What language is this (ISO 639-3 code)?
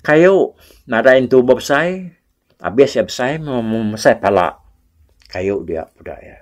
iba